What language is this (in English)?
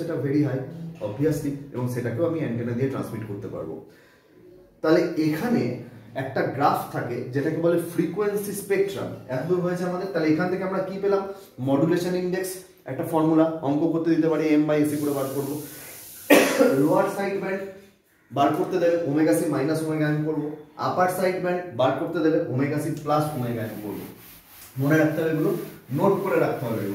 Bangla